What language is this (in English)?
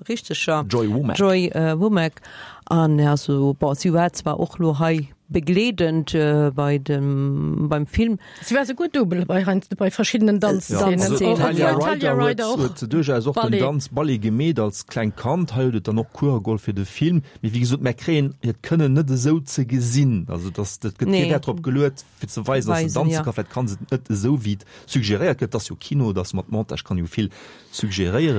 Luxembourgish